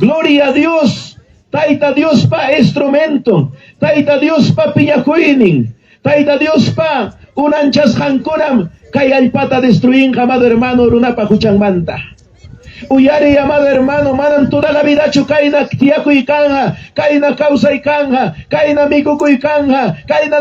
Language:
Ayacucho Quechua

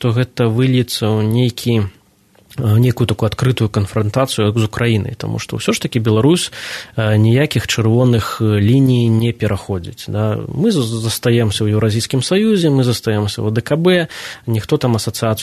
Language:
Belarusian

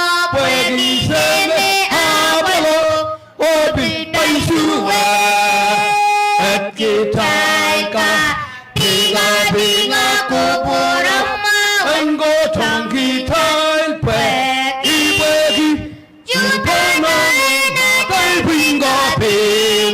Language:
Pohnpeian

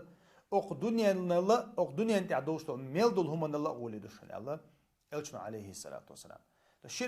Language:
Chechen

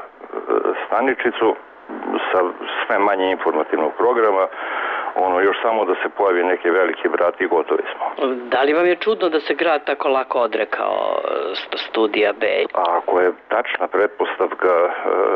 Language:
Serbian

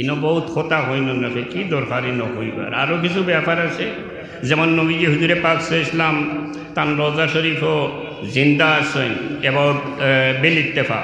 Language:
Sylheti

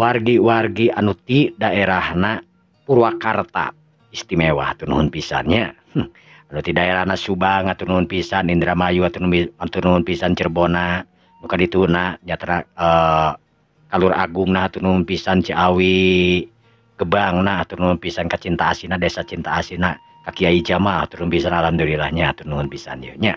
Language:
Sundanese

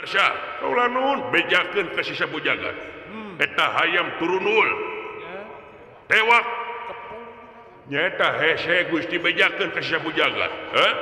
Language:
Sundanese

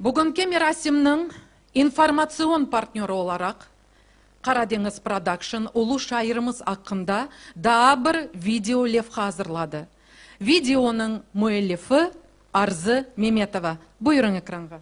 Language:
Crimean Tatar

